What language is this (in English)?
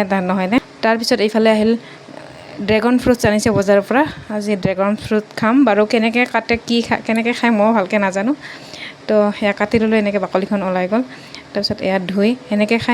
Assamese